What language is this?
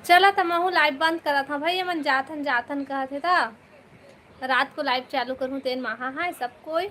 Chhattisgarhi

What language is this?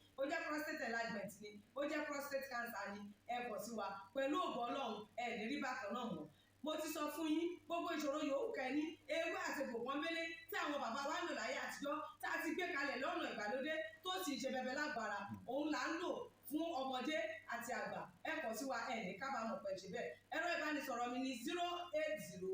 Yoruba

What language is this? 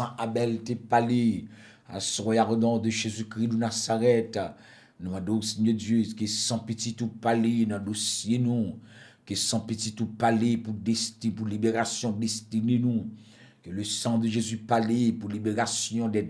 French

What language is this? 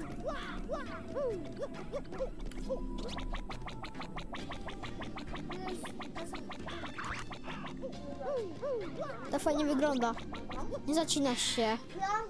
Polish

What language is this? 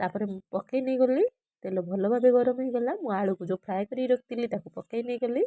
Odia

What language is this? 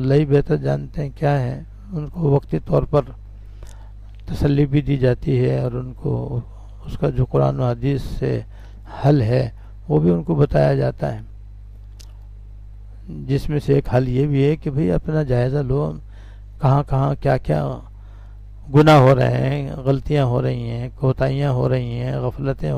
Urdu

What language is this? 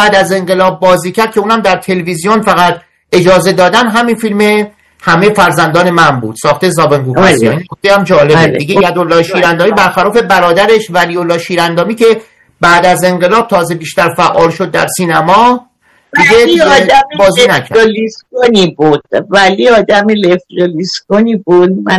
Persian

